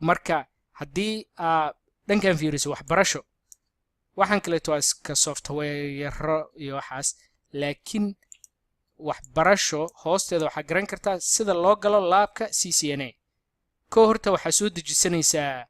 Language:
Somali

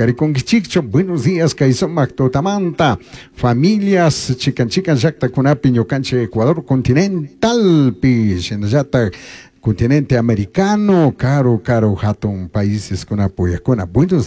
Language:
Chimborazo Highland Quichua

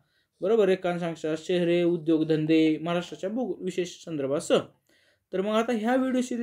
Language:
Marathi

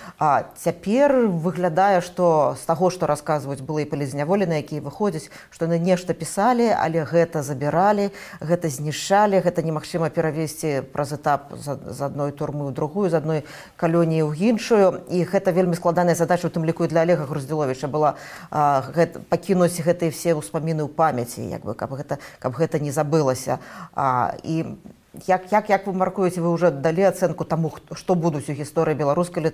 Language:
Belarusian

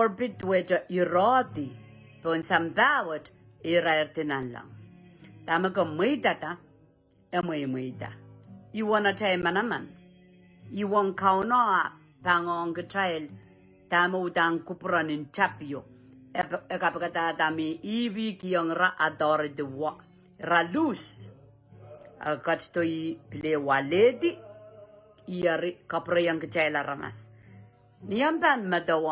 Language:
Pohnpeian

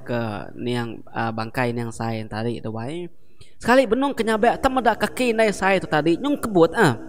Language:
Iban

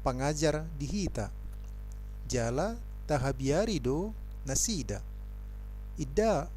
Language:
Batak Toba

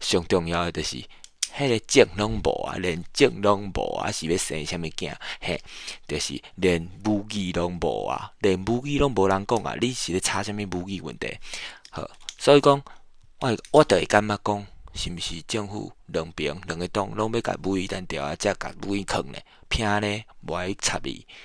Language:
Min Nan Chinese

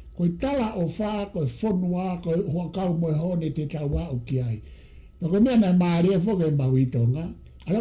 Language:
Tongan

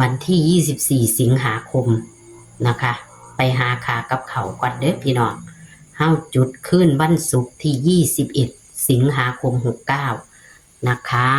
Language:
Northeastern Thai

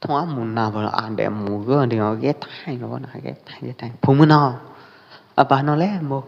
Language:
Pwo Eastern Karen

